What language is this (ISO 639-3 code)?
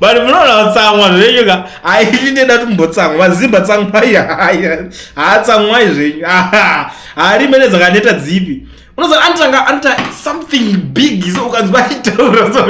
sna